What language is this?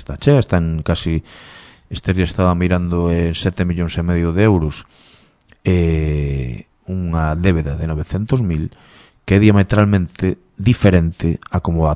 Galician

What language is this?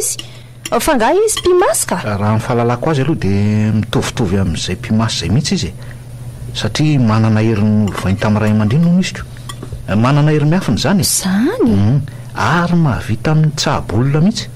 Malagasy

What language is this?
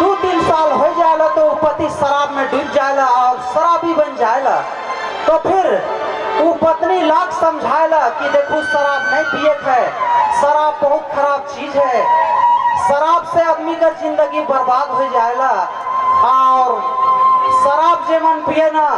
Sadri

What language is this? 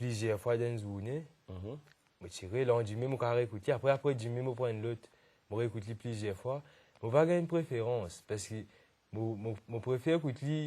Morisyen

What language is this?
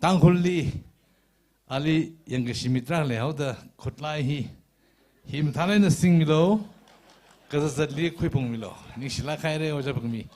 Tangkhul Naga (India)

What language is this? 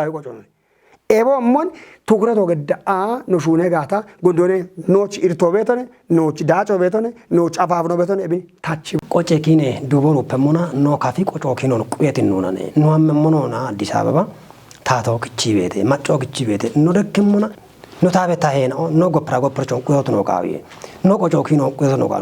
Kafa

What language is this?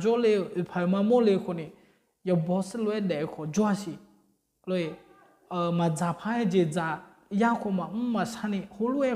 Akha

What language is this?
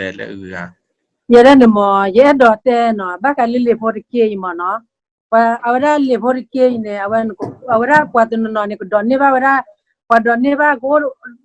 S'gaw Karen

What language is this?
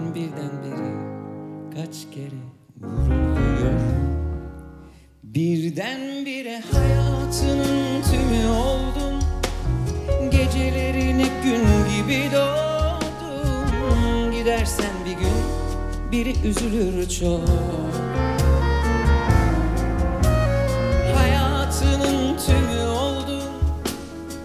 Turkish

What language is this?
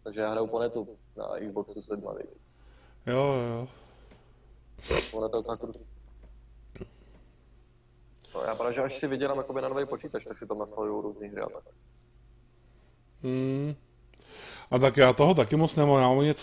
Czech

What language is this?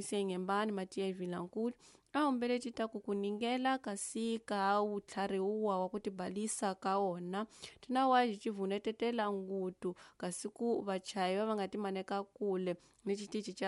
Tsonga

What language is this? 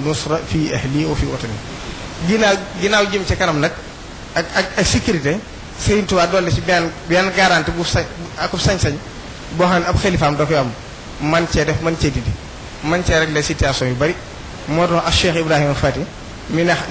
Wolof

